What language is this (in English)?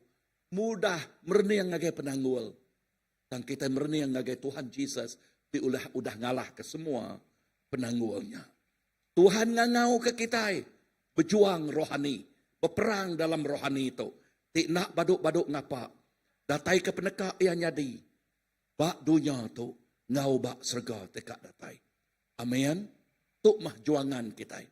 Iban